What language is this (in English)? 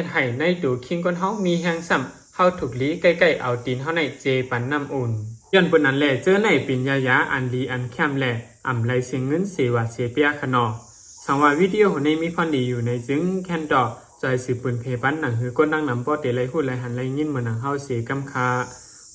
Shan